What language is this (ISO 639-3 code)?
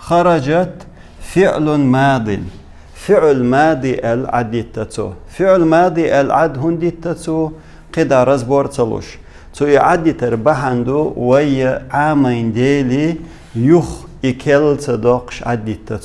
che